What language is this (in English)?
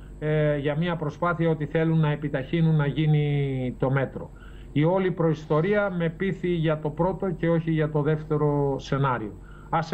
Greek